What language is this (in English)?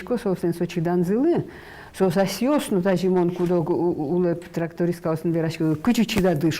Udmurt